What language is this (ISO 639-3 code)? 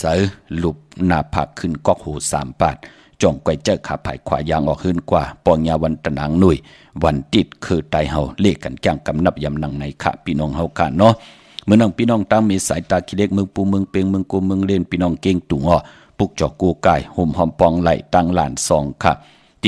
shn